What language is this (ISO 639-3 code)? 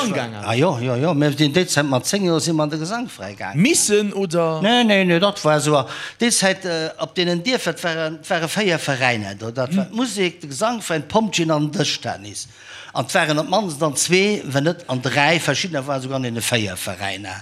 ltz